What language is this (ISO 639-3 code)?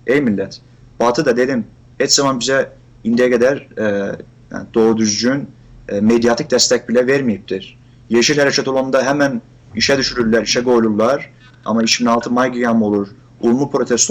azb